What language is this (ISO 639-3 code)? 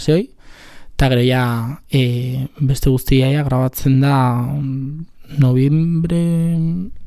eus